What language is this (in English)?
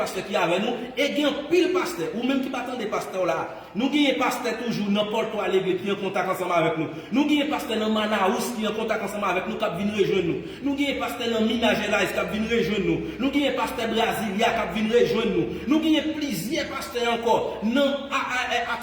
Haitian Creole